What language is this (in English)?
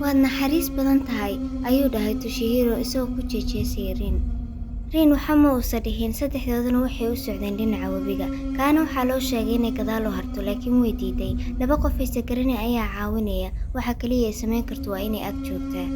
Somali